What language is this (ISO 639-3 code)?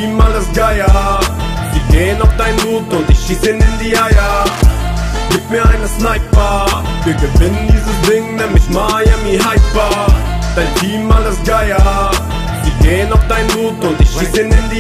deu